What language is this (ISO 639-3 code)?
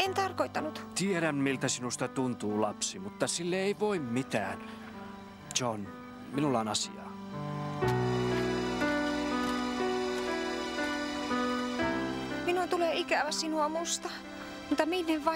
fin